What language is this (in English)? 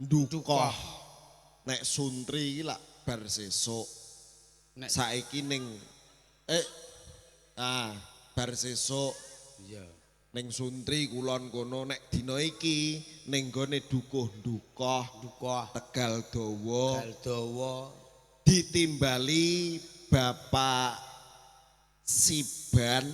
Javanese